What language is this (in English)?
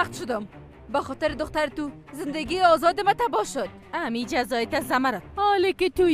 Persian